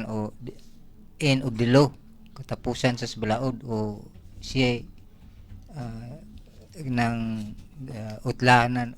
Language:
Cebuano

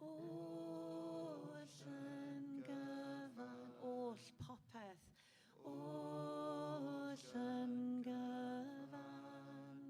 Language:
Welsh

